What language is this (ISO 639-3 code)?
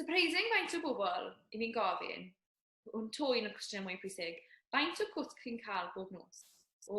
cym